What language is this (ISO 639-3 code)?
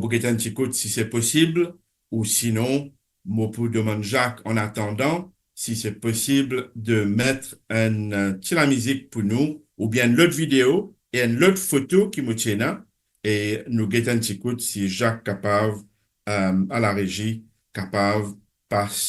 mfe